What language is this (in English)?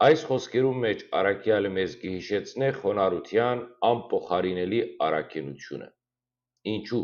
Western Armenian